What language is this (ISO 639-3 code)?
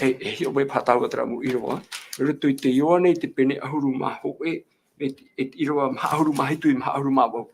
tah